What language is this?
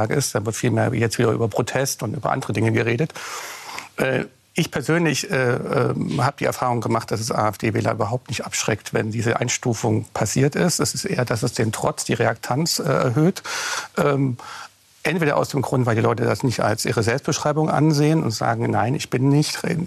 German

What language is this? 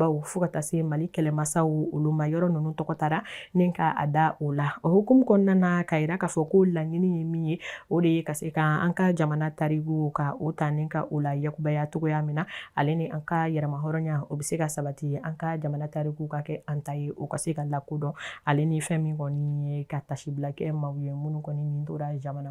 Bambara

